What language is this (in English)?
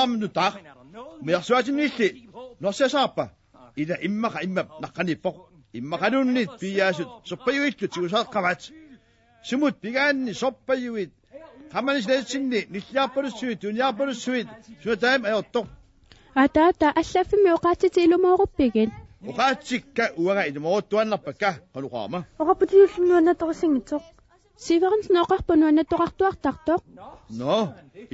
Kalaallisut